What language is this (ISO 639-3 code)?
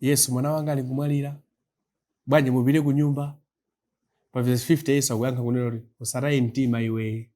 nya